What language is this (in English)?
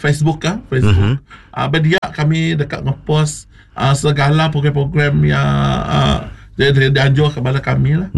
Iban